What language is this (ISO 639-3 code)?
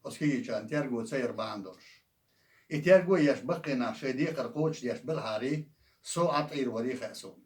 che